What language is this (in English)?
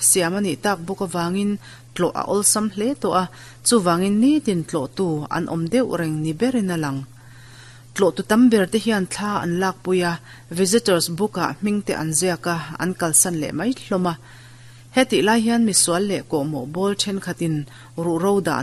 Mizo